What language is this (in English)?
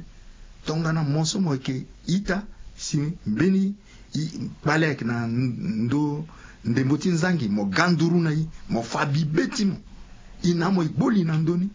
Sango